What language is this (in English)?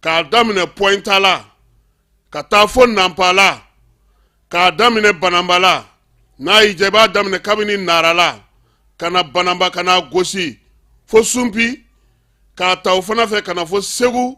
Bambara